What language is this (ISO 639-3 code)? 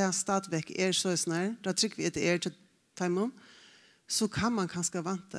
fao